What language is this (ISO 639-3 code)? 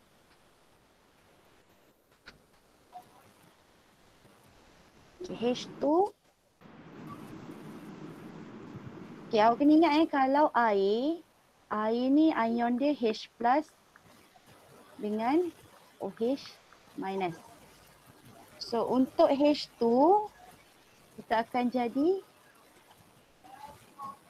msa